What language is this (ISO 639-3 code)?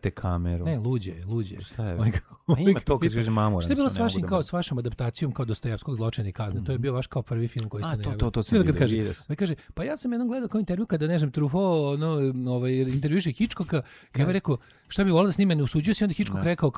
srp